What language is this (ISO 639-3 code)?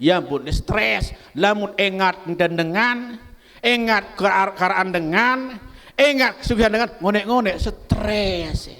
sas